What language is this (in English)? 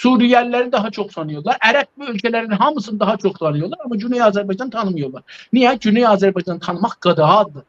South Azerbaijani